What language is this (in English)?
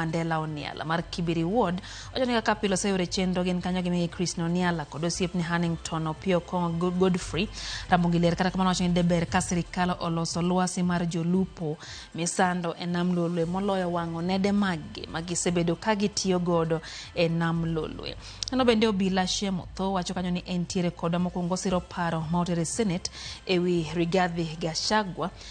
Luo (Kenya and Tanzania)